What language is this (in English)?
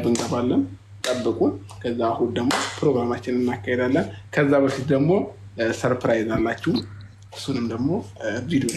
Amharic